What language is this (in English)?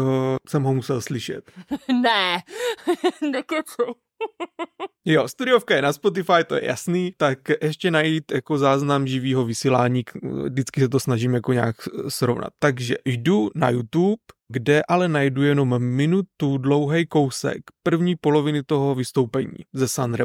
Czech